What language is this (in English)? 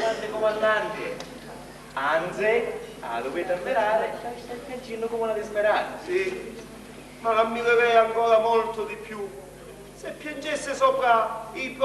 Sicilian